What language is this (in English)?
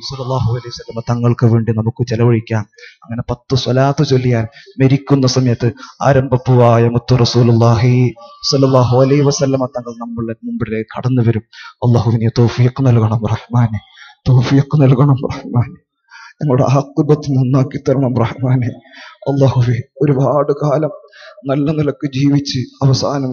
Malayalam